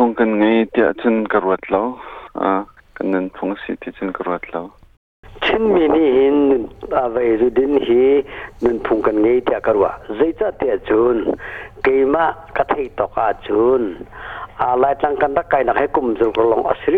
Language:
Hakha Chin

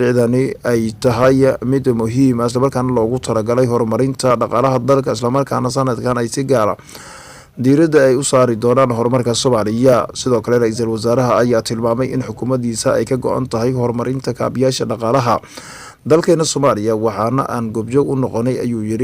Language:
Somali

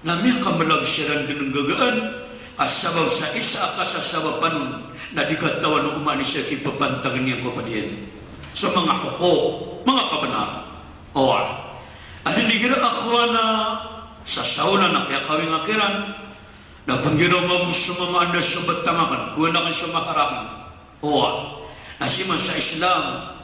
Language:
Maranao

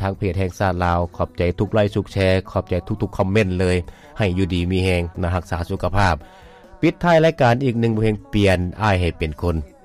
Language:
Lao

